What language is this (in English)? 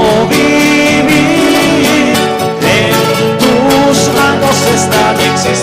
South Bolivian Quechua